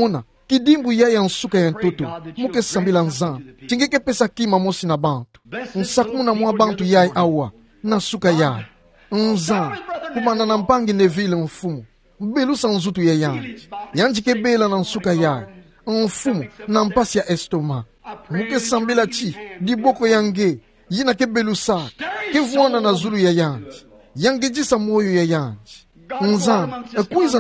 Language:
Kituba (Democratic Republic of Congo)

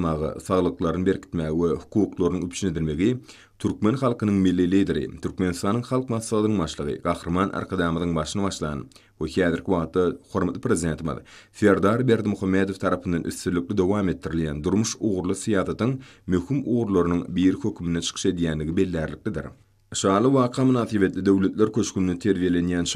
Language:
Turkmen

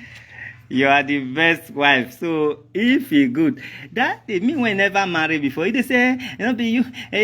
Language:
Nigerian Pidgin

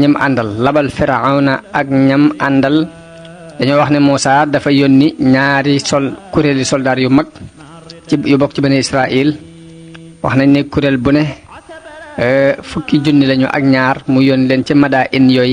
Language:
Wolof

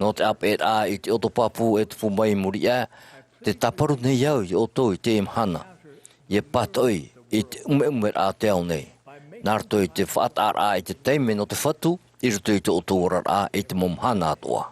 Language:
Tahitian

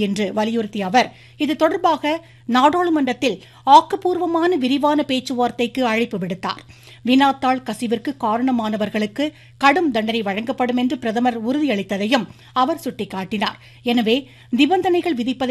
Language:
Tamil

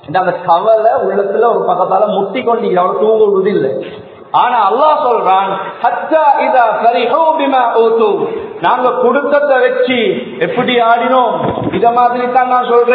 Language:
Tamil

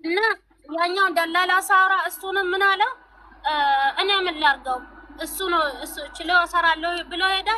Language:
Amharic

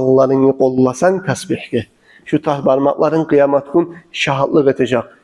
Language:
Kumyk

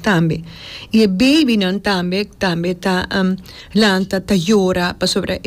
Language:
Papiamento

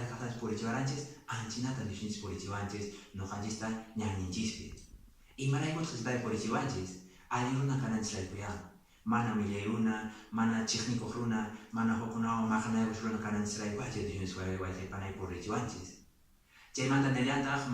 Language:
Quechua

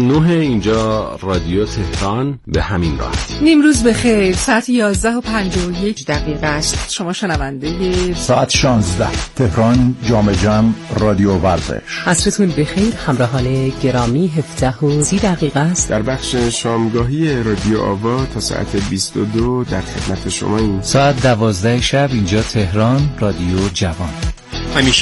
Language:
Persian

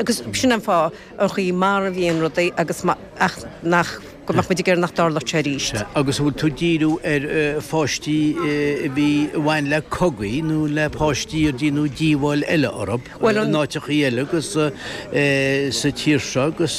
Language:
Irish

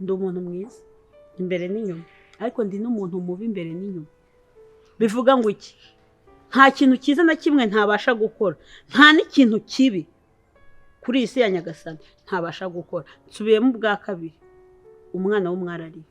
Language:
Kinyarwanda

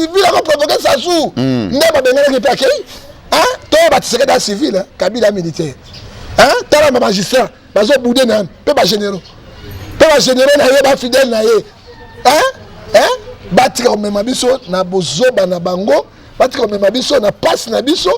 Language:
Lingala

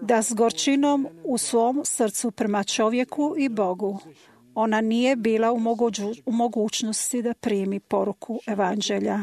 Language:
Croatian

